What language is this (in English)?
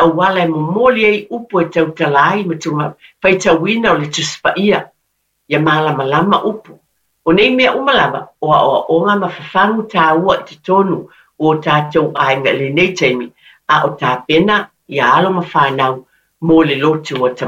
Samoan